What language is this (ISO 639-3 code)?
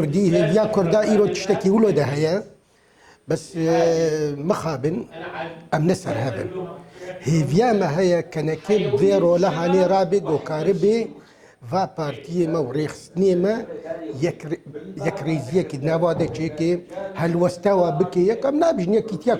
kur